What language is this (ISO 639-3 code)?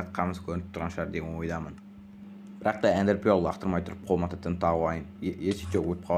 kaz